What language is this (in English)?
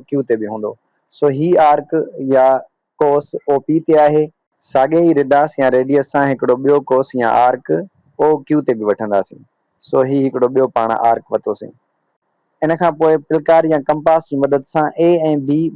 Sindhi